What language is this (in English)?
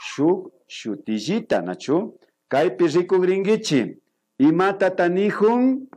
Imbabura Highland Quichua